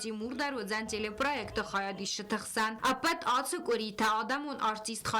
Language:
Ossetic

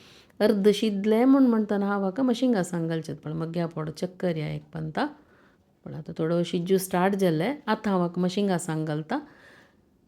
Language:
Konkani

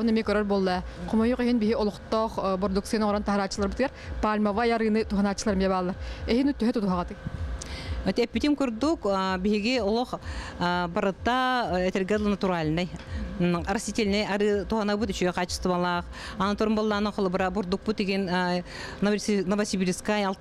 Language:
Yakut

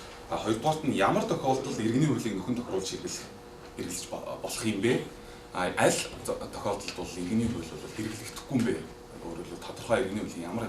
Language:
Mongolian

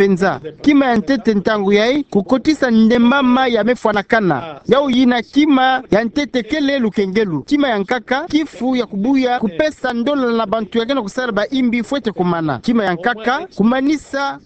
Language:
Kituba (Democratic Republic of Congo)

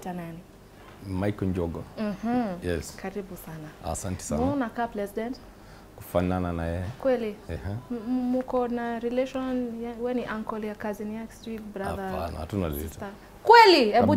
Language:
Swahili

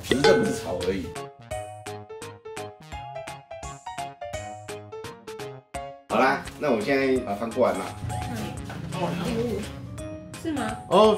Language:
Chinese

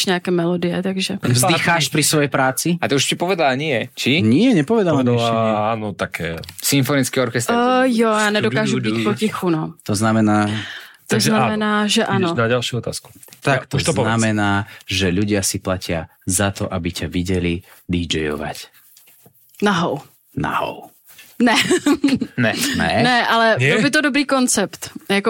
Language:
Slovak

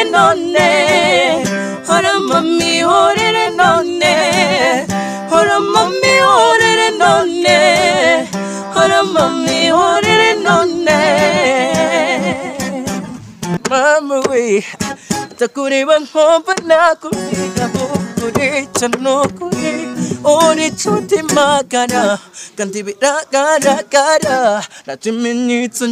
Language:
Kinyarwanda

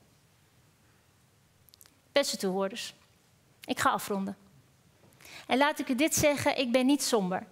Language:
Dutch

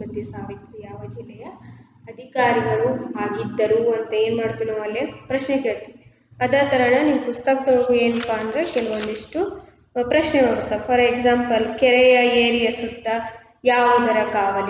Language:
Kannada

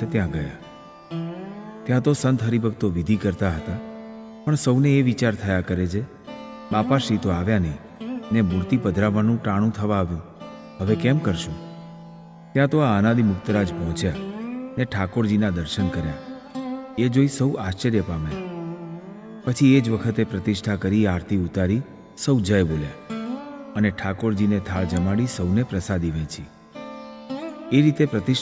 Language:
Gujarati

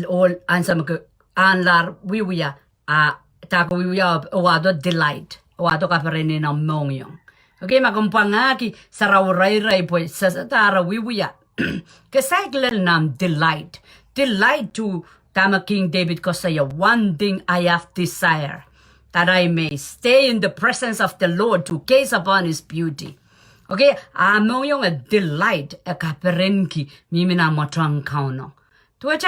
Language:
Pohnpeian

